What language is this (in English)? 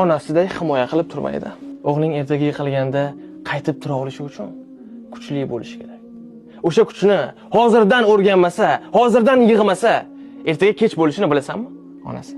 Uzbek